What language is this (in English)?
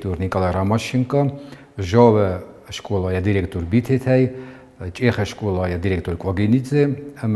Ossetic